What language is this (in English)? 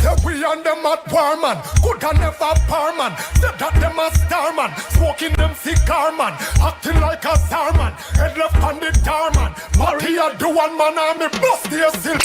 Jamaican Creole English